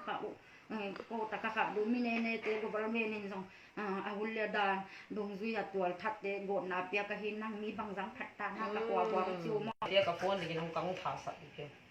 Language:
Tedim Chin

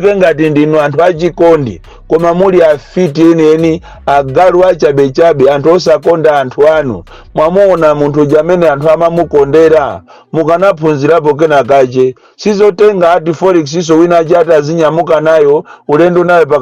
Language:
Nyanja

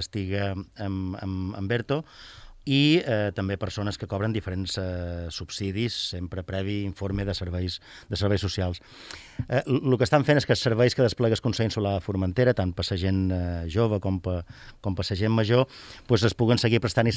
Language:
Catalan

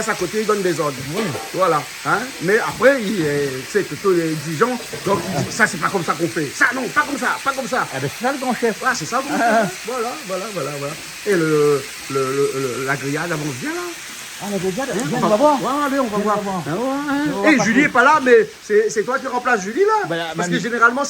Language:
Réunion Creole French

